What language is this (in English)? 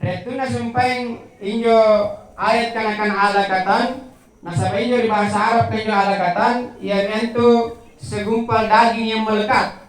Makasar